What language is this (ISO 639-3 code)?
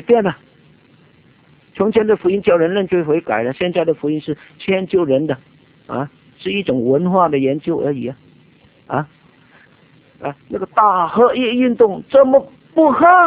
zho